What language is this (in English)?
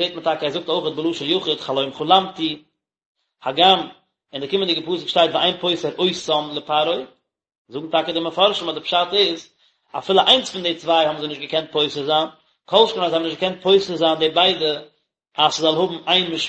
Yiddish